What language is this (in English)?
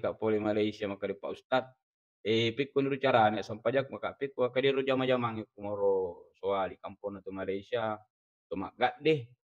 Buginese